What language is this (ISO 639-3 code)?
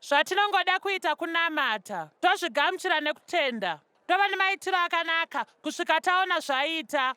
sna